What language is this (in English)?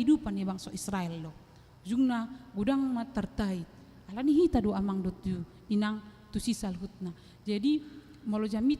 Batak Toba